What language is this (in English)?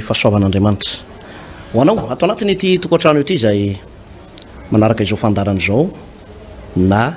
Malagasy